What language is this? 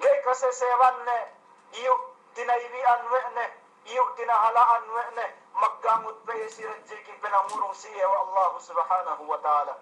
Yakan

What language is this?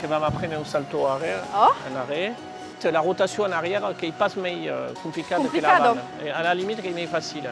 Occitan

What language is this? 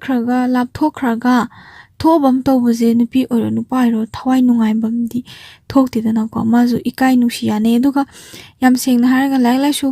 Manipuri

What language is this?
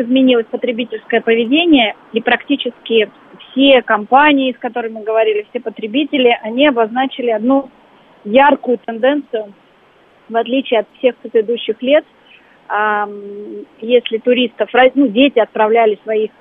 Russian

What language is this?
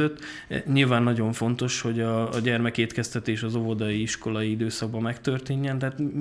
Hungarian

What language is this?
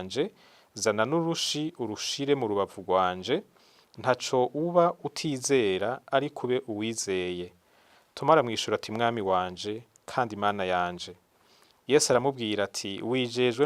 Rundi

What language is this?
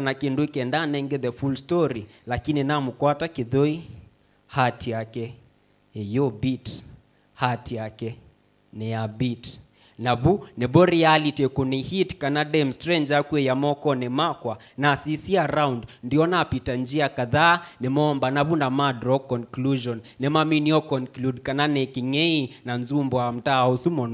Kamba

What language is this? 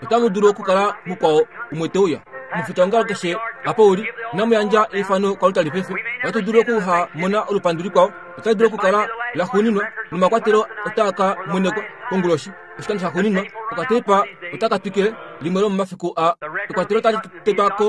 Kuanyama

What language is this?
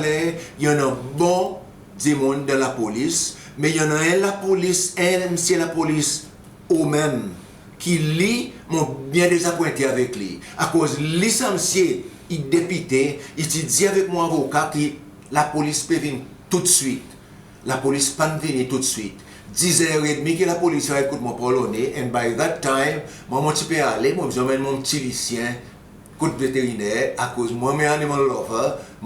Seselwa Creole French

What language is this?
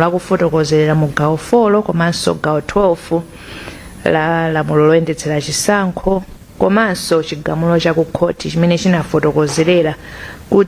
Nyanja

